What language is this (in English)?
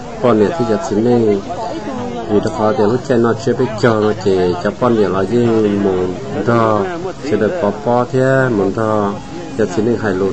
Hmong